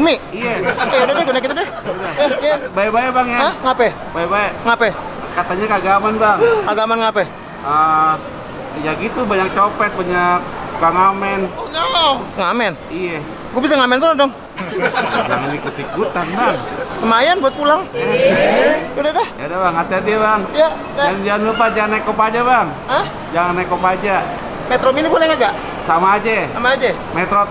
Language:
Betawi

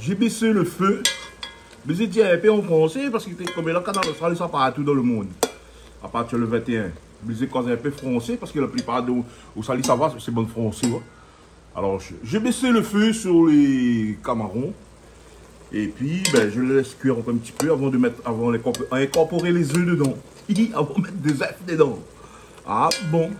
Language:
Réunion Creole French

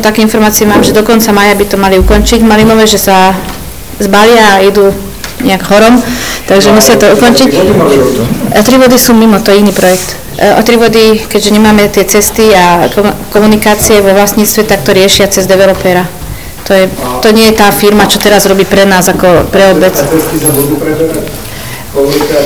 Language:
Slovak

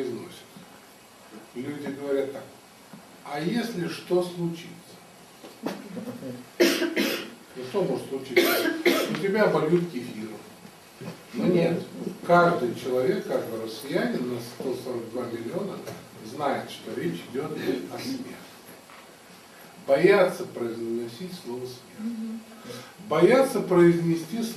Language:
Russian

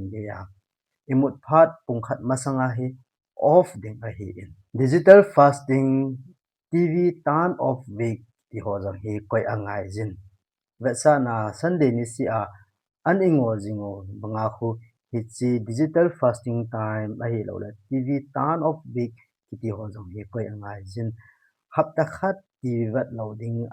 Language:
Thado Chin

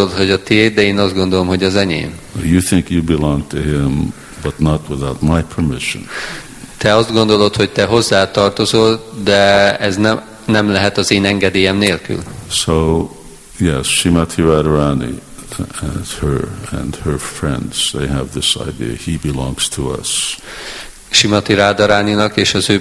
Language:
Hungarian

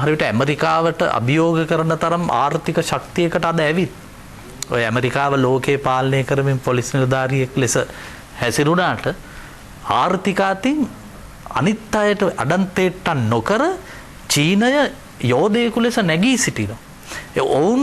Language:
Sinhala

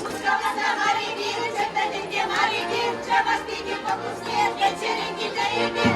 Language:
Chuvash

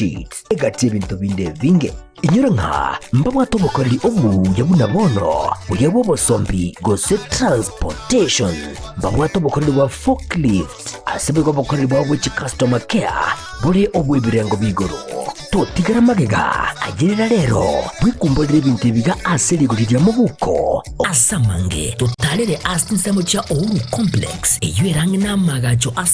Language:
Gusii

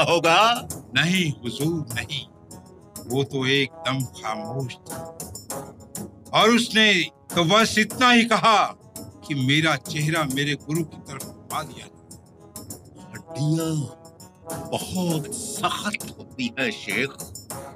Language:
Hindi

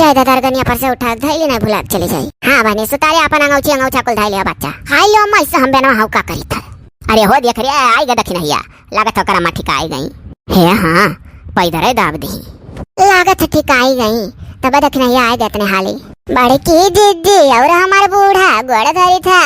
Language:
Awadhi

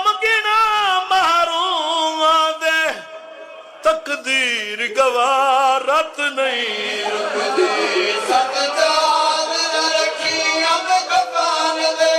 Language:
Saraiki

